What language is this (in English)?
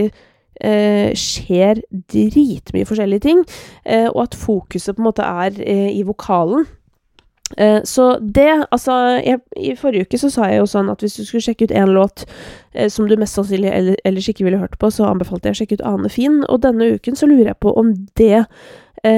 Norwegian